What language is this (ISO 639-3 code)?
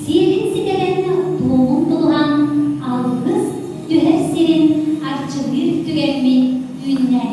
sah